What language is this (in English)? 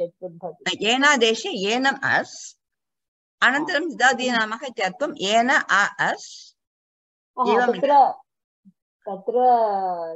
Sanskrit